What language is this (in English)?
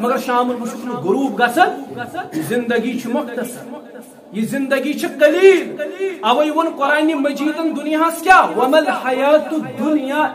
Kashmiri